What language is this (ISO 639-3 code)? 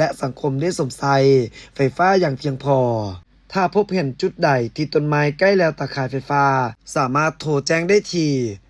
lao